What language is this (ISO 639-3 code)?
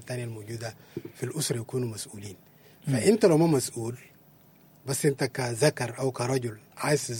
apd